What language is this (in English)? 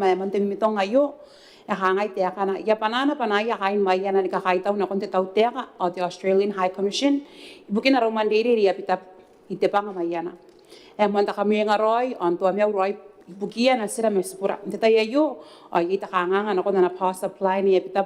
Gilbertese